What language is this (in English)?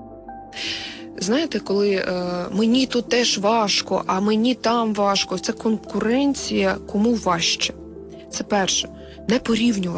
Ukrainian